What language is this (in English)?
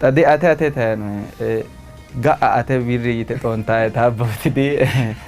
Sidamo